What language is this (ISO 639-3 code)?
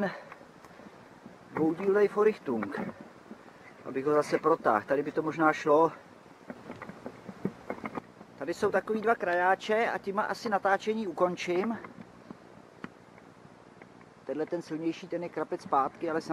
ces